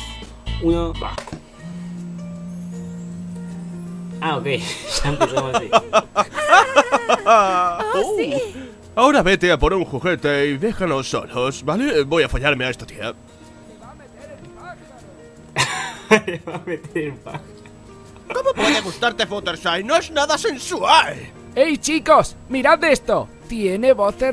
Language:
Spanish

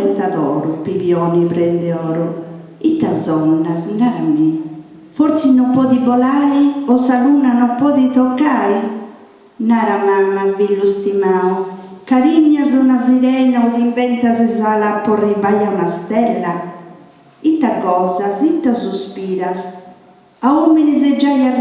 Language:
Sardinian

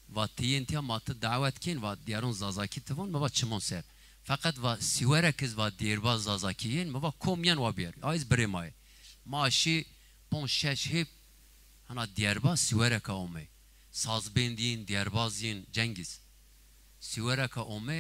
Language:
Zaza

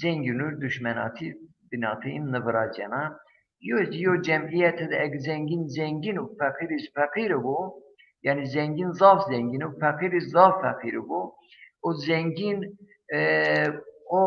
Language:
Zaza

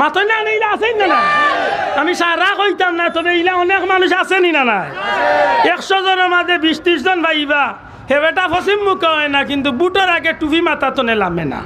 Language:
Sylheti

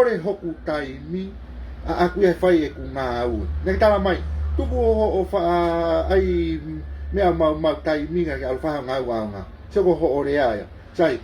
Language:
Tongan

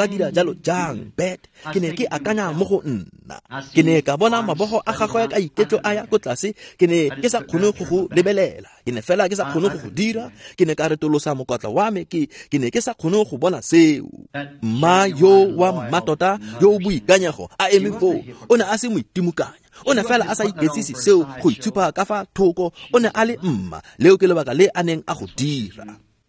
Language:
Tswana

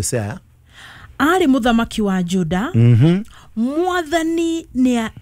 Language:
Kikuyu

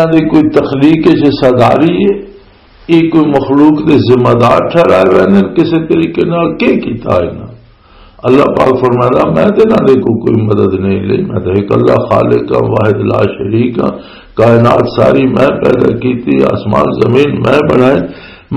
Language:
Western Panjabi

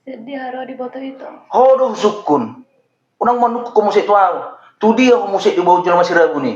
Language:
Batak Toba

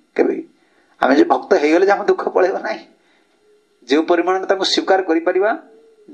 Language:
Odia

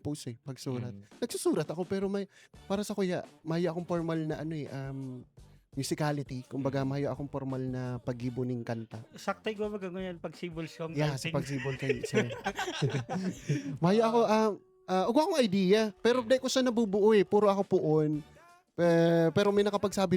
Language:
Bikol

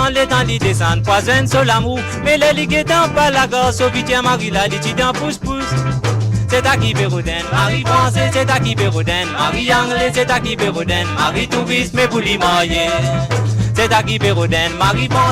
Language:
Morisyen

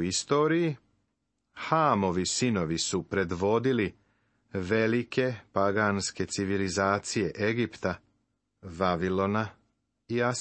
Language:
Serbian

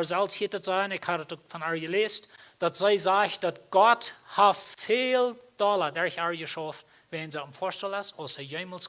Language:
Plautdietsch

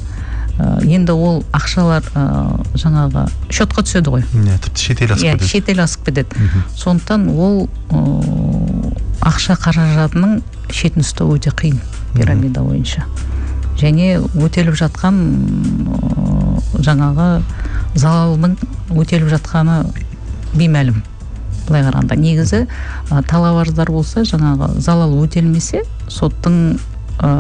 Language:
Kazakh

